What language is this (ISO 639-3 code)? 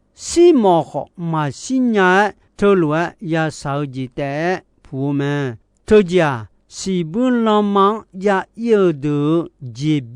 ahk